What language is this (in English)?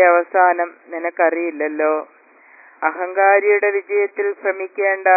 Malayalam